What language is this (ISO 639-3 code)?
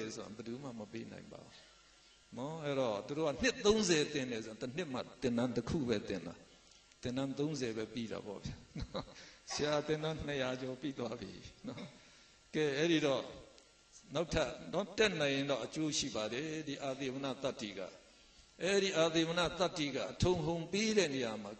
mya